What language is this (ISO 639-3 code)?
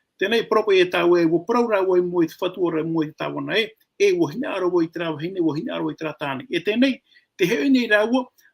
tah